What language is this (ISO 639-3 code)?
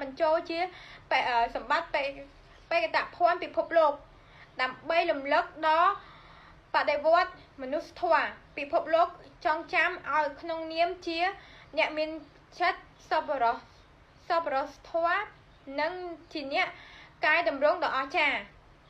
khm